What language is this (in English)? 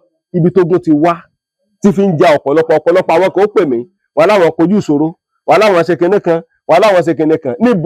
Yoruba